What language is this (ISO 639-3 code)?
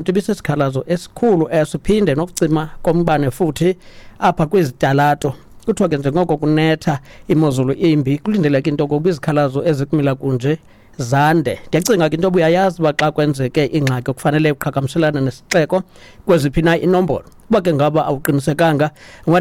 xho